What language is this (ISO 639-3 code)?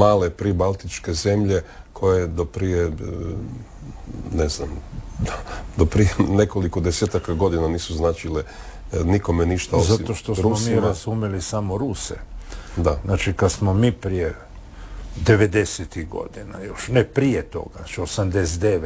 hrv